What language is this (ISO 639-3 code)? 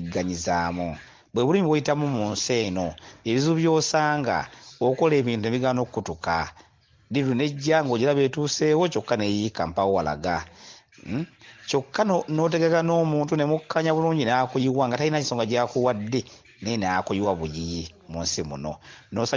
lug